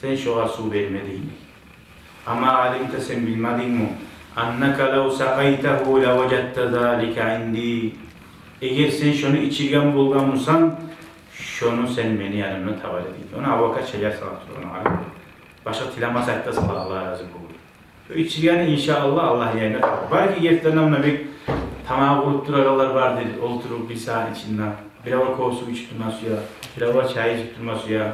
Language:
Kumyk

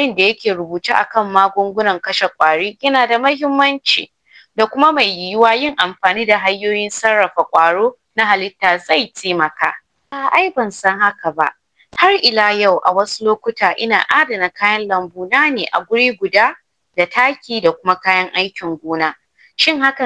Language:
Hausa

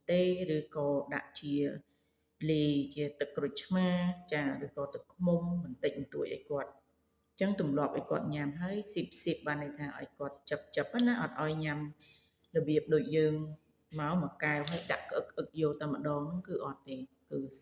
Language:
Khmer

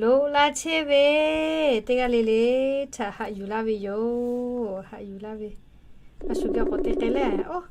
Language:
Lahu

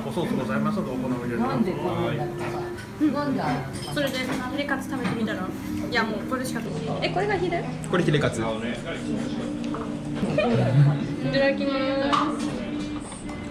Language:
Japanese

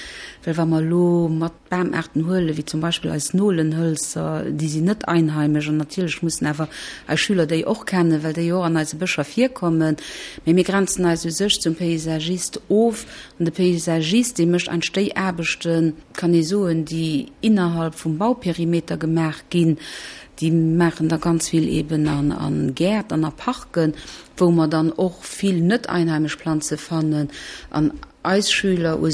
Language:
Luxembourgish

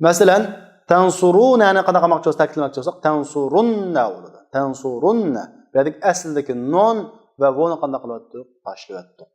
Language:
Uyghur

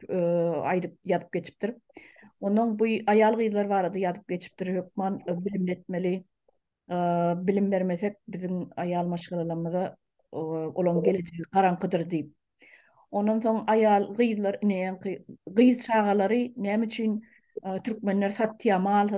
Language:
Turkmen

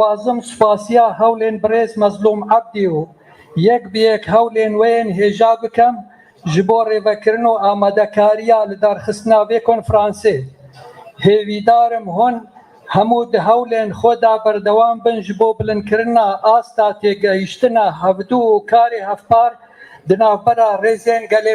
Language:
Kurdish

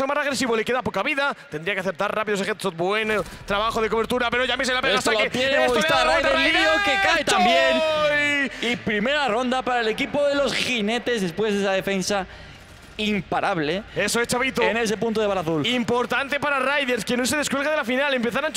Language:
Spanish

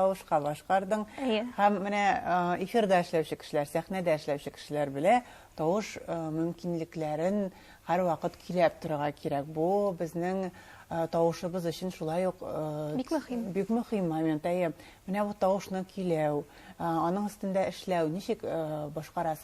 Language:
Tatar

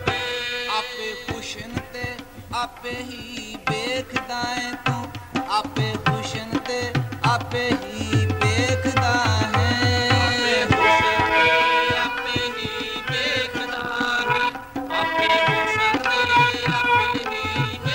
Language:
Punjabi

